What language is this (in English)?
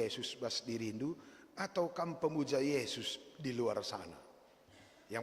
Batak Karo